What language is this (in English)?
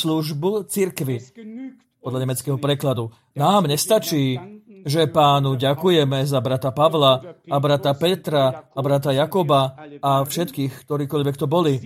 Slovak